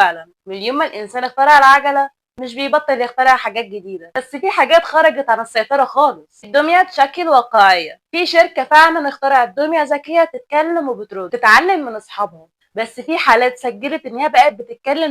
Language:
Egyptian Arabic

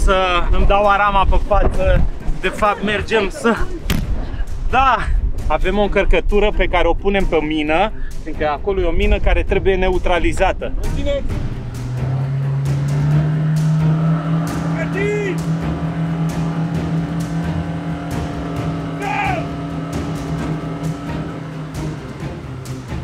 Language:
Romanian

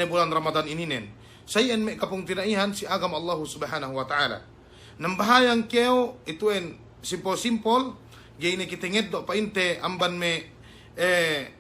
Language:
Yakan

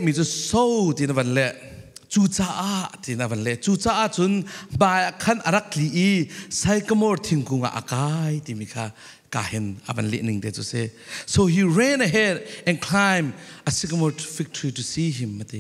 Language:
Falam Chin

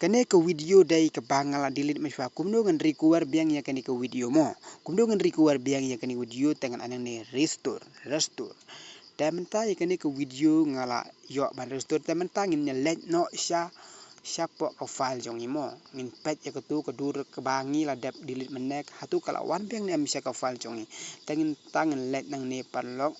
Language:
Khasi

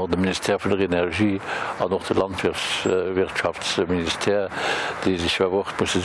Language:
Luxembourgish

